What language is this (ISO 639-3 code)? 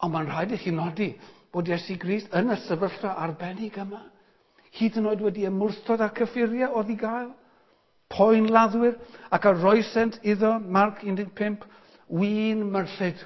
cym